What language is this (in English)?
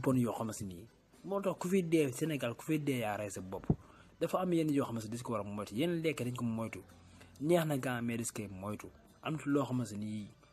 Wolof